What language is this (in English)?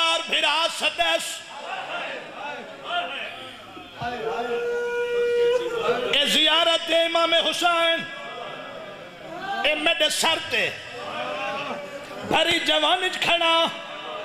Saraiki